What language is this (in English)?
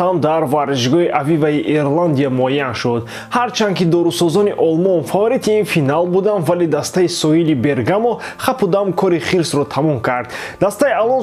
Tajik